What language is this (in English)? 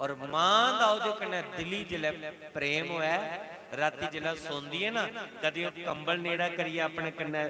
Dogri